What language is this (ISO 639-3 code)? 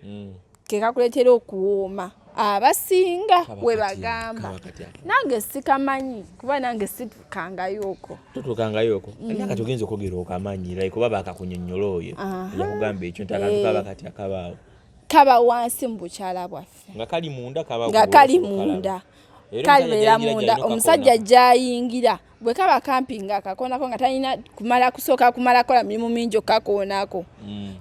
lug